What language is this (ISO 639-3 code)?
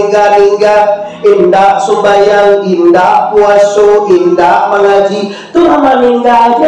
min